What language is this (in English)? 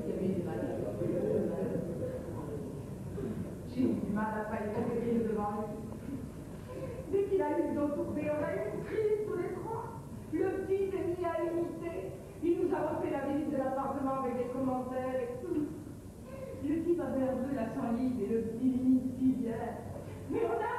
French